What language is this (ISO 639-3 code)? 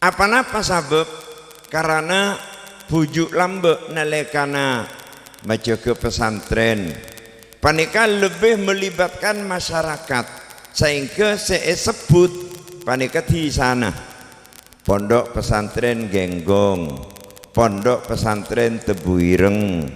mad